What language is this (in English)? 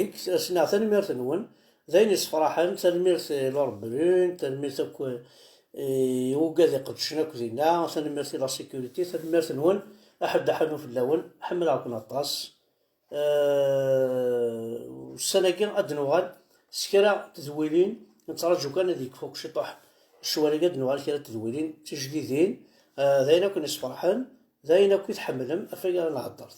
Kabyle